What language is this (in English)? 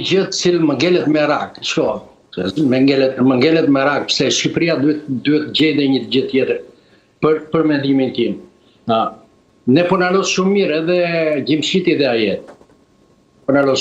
Albanian